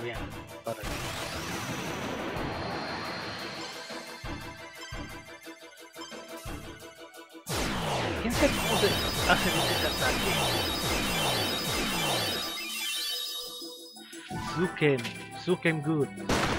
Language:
Spanish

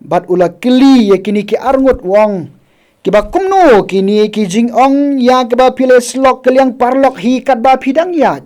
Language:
Khasi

